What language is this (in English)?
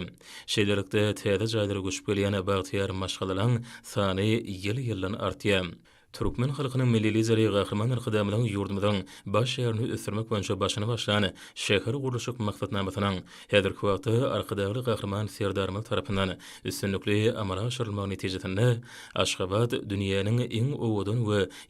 Turkmen